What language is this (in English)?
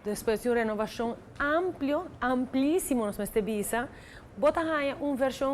Papiamento